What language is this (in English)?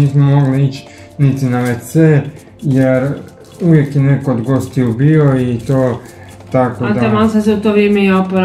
Croatian